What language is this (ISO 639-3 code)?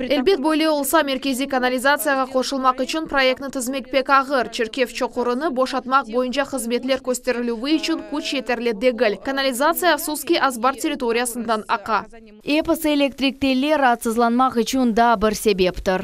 crh